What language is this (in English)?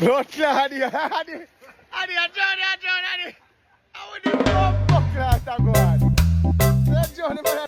Jamaican Creole English